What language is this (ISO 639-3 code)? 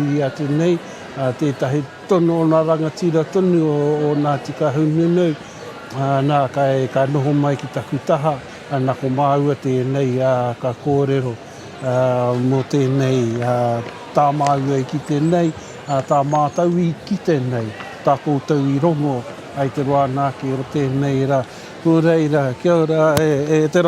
mri